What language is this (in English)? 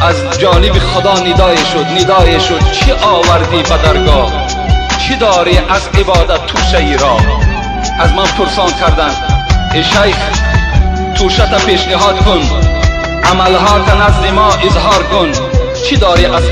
Tajik